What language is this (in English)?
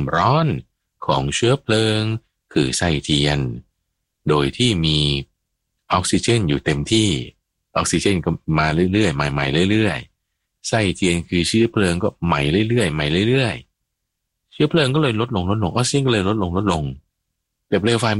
Thai